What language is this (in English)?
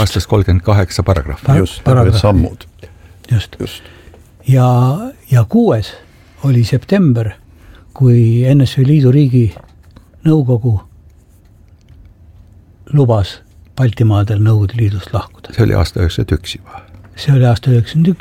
Estonian